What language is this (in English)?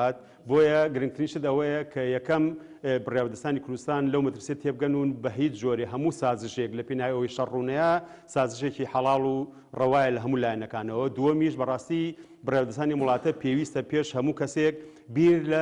Central Kurdish